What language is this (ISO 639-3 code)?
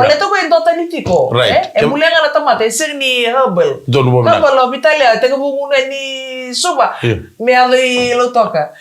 fij